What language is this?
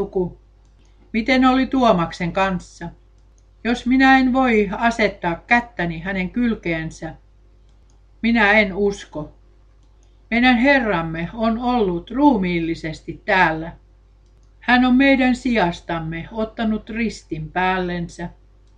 Finnish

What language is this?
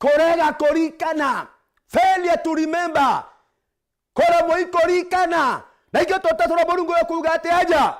Meru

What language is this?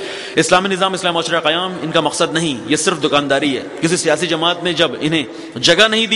Urdu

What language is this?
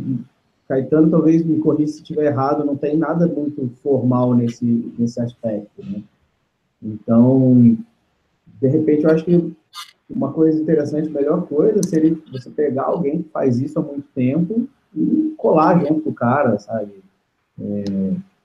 Portuguese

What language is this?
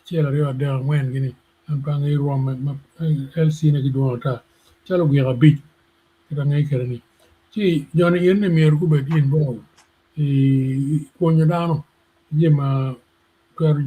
Acoli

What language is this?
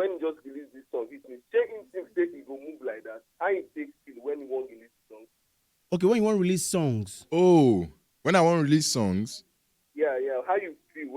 Nigerian Pidgin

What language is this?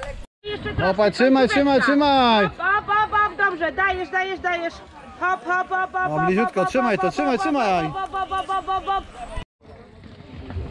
Polish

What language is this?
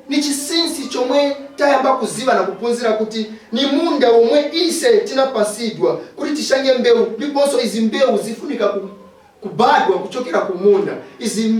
Nyanja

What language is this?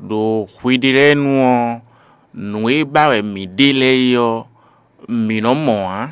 Fon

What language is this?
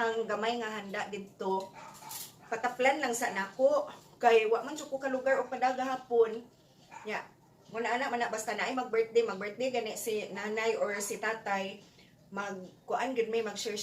Cebuano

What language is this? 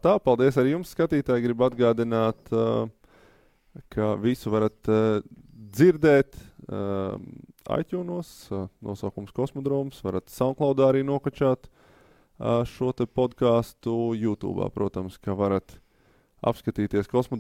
Latvian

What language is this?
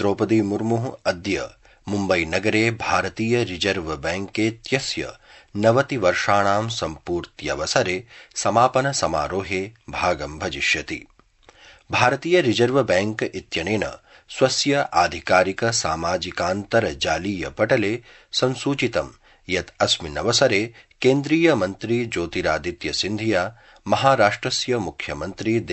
Sanskrit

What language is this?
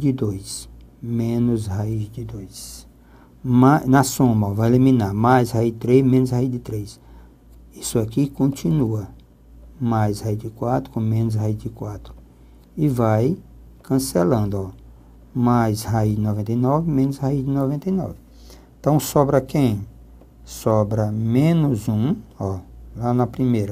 Portuguese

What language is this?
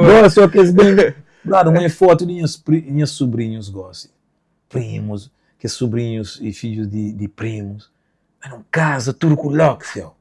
Kabuverdianu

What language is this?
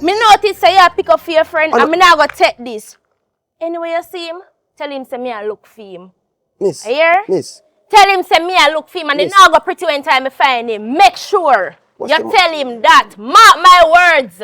Jamaican Creole English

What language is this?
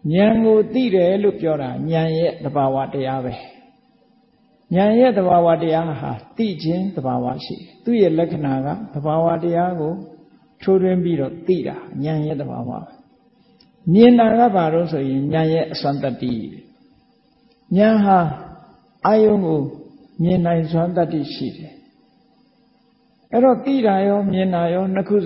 Burmese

